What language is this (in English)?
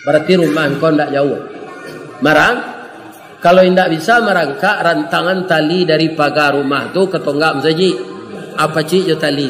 Minangkabau